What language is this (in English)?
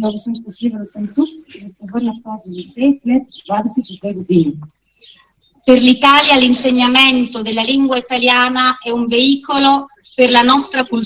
Bulgarian